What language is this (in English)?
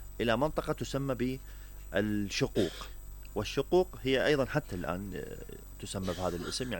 Mesopotamian Arabic